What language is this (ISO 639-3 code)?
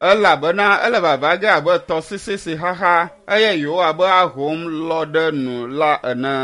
ewe